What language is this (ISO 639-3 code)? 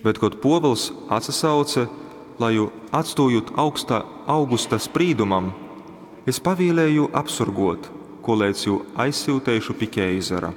ltg